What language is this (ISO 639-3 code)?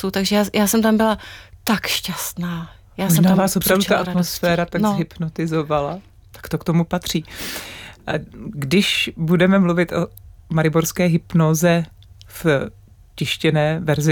ces